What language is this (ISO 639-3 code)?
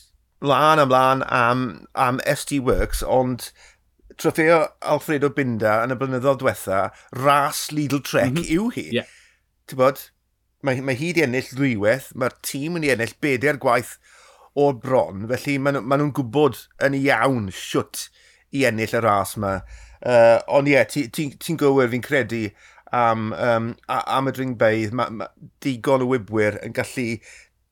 cym